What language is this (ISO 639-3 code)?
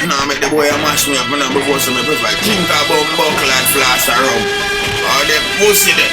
jam